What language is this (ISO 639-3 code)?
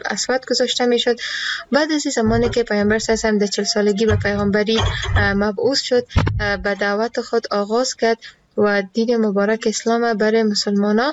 fas